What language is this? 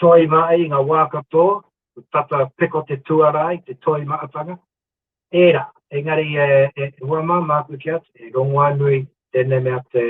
Māori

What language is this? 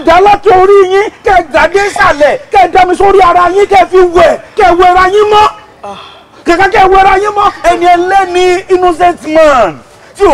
Yoruba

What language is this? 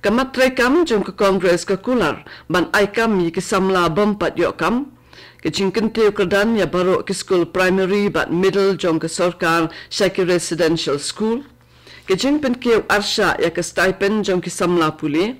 Khasi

